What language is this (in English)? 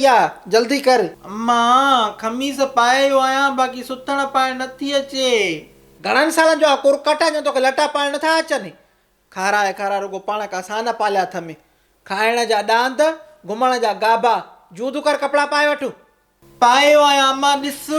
Sindhi